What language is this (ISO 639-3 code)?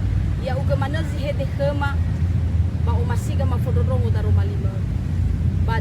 nia